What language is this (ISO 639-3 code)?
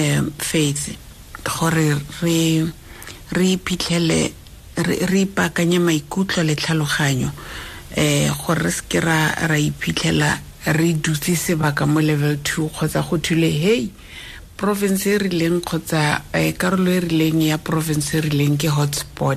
tsn